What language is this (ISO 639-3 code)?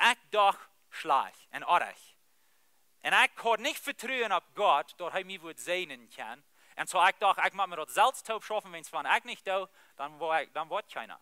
pdt